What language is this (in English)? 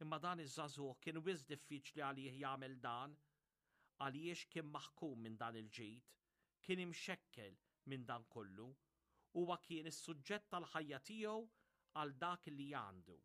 Maltese